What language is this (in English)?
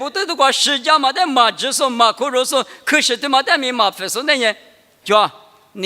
Lisu